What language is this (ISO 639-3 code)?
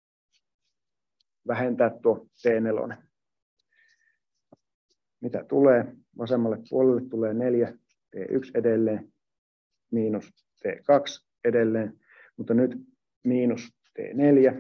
fin